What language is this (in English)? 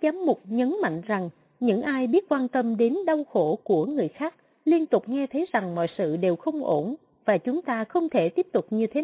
Vietnamese